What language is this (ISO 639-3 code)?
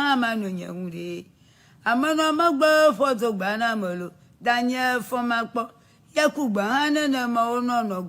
ewe